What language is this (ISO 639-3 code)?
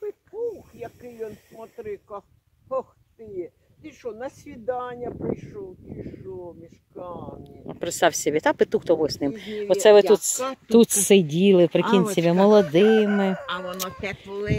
ukr